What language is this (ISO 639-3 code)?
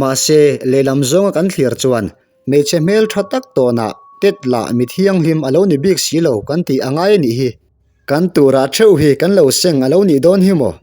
lus